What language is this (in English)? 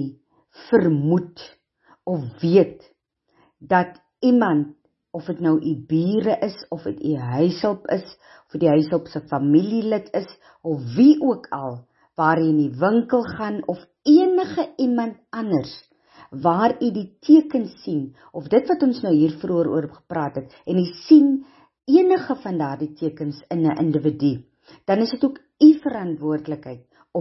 Afrikaans